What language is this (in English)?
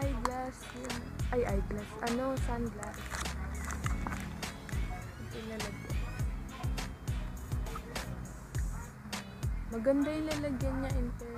Filipino